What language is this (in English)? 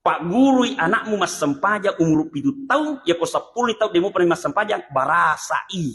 Buginese